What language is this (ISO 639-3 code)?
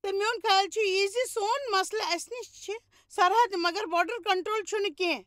kas